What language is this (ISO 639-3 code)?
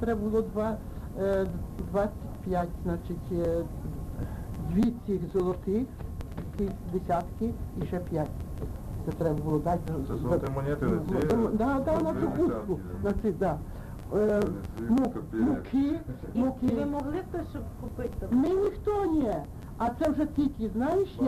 ukr